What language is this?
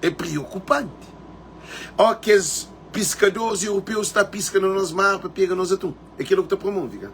Kabuverdianu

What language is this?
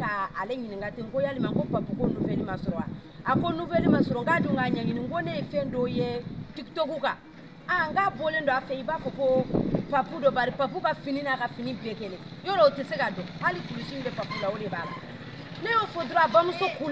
Bambara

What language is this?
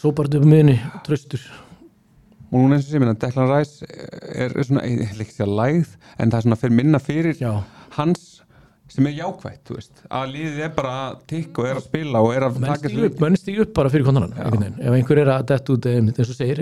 Icelandic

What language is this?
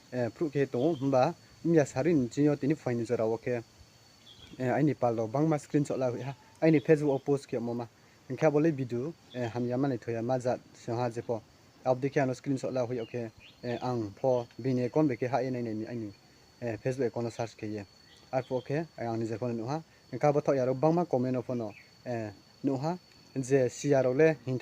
Riang (India)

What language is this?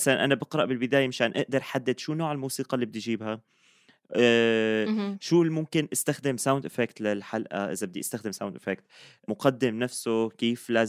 North Levantine Arabic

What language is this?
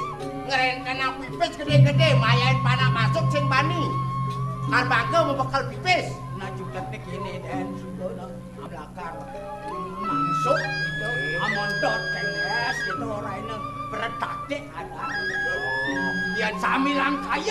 Balinese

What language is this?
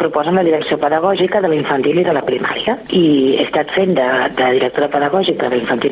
Catalan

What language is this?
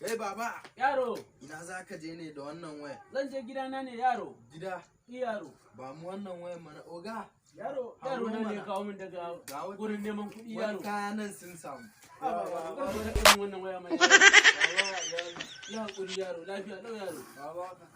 Hausa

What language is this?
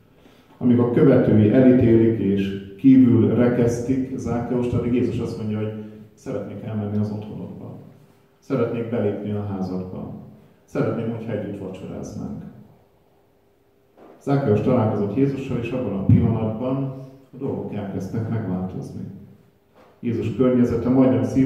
Hungarian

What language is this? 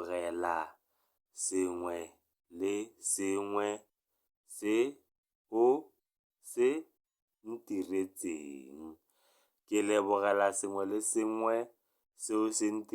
Tswana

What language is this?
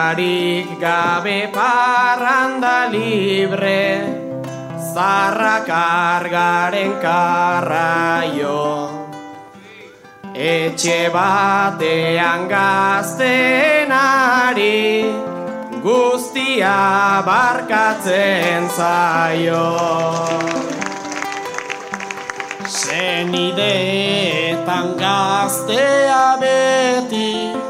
Basque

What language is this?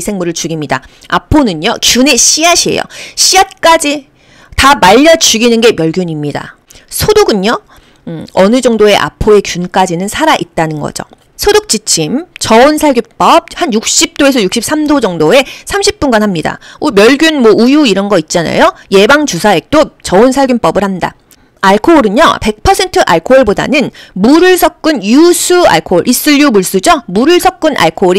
Korean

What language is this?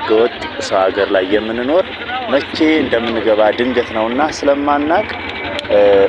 Amharic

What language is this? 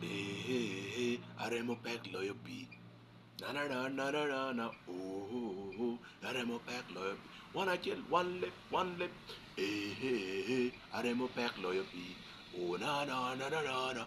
Acoli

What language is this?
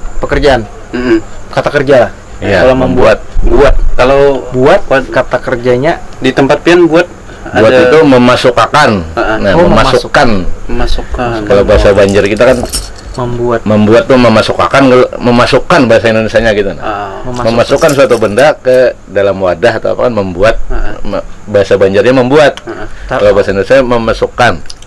Banjar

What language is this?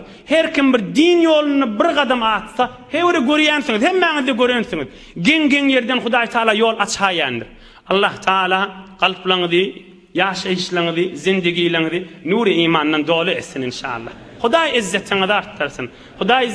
Turkmen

